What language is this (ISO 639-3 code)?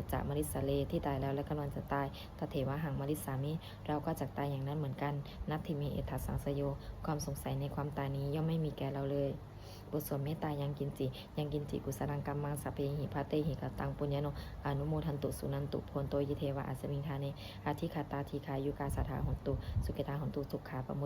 pli